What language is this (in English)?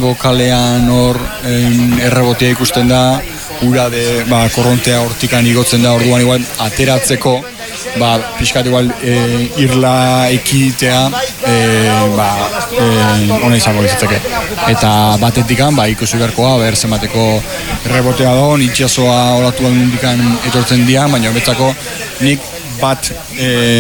Basque